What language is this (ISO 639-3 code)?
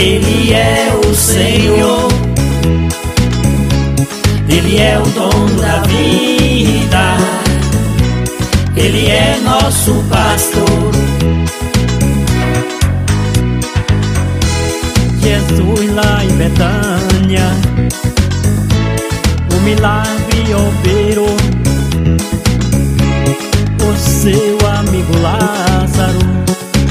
por